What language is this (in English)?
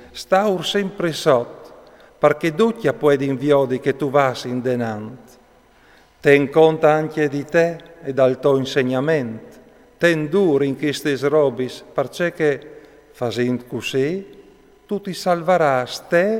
Friulian